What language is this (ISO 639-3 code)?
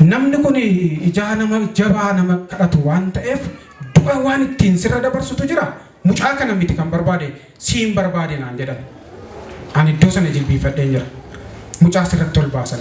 orm